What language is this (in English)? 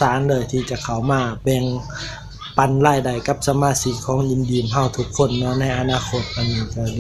Lao